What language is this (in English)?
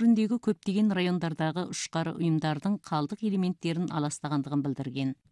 Kazakh